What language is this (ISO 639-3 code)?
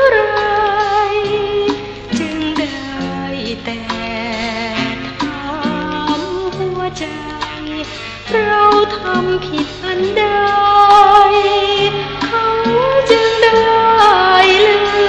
tha